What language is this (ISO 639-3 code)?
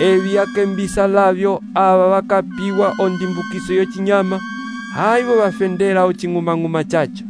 umb